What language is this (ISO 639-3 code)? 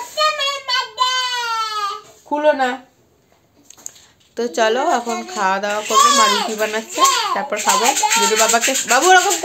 ben